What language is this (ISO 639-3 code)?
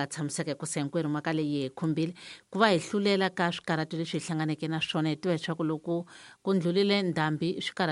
tso